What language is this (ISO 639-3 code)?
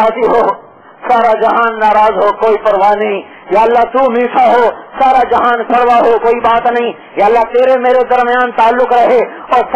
urd